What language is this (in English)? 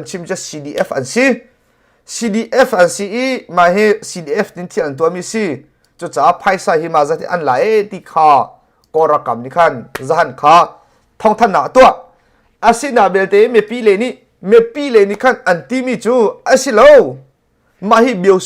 Hakha Chin